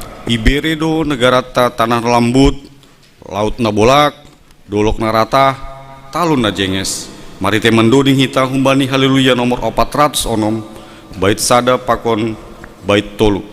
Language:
Batak Simalungun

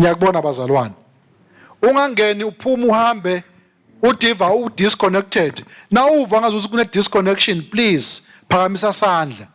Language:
Swati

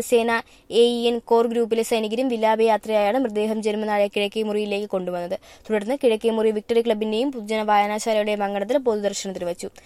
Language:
Malayalam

